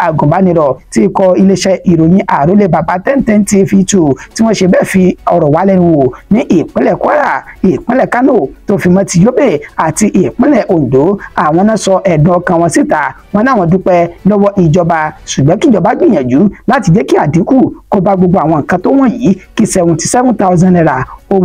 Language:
Yoruba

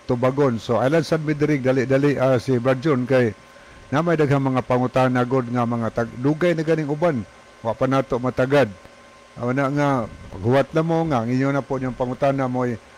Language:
Cebuano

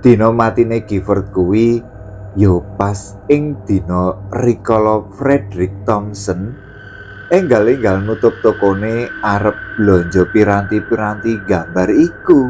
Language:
Javanese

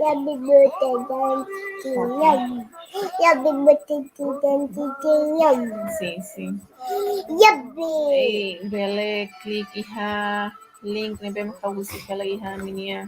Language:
Tetum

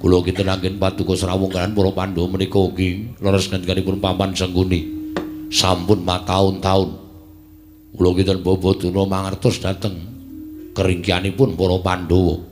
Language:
Javanese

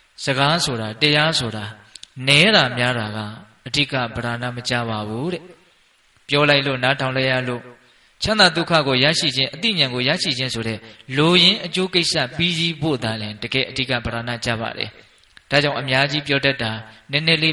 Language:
Burmese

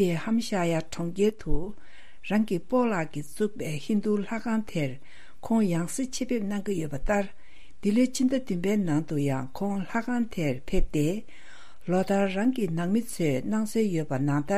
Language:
Tibetan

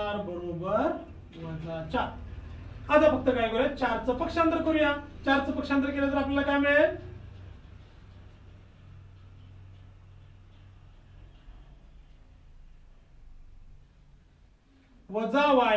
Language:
Marathi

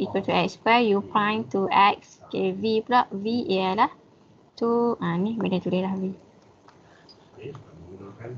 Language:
Malay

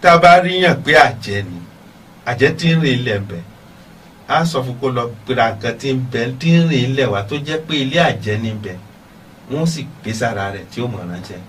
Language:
Yoruba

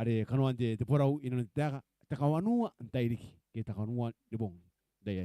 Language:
Gilbertese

